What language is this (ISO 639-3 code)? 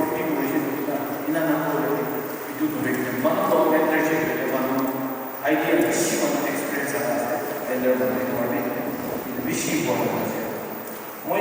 nag